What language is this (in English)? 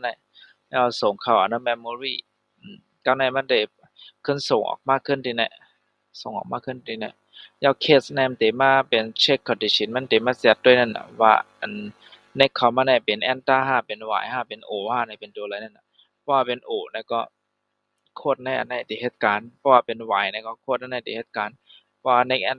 Shan